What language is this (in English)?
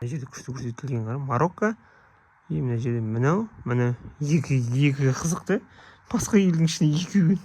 Kazakh